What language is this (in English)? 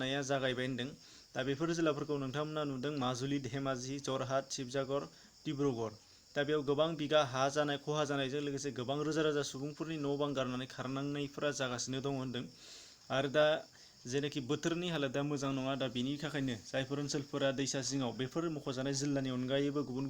Bodo